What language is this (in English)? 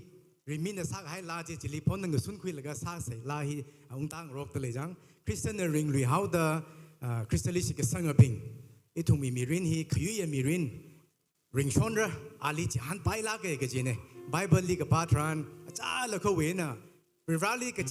Tangkhul Naga (India)